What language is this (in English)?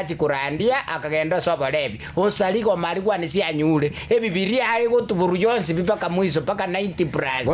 Gusii